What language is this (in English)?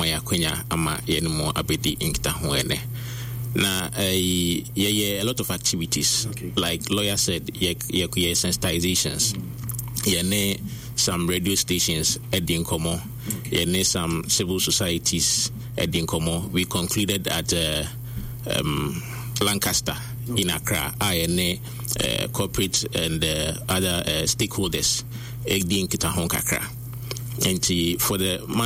Akan